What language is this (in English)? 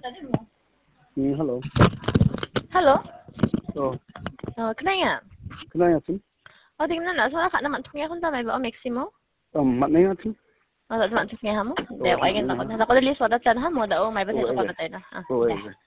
Khasi